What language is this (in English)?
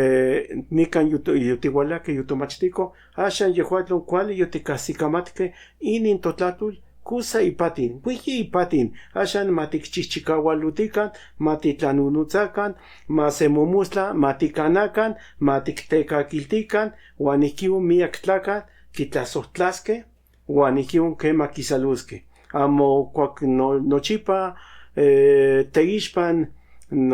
Central Nahuatl